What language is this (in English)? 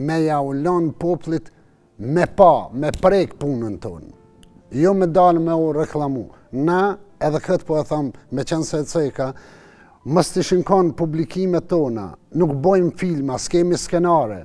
Albanian